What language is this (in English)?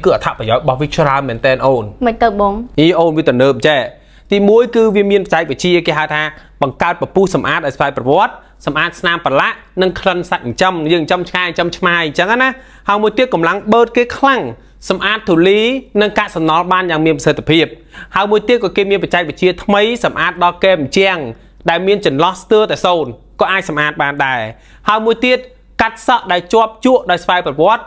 Khmer